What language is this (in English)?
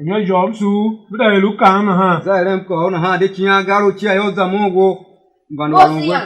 Tiv